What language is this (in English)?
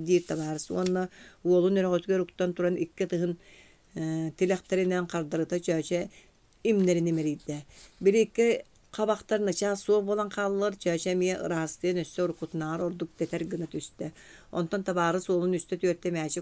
Yakut